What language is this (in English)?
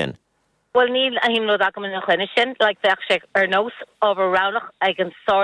Irish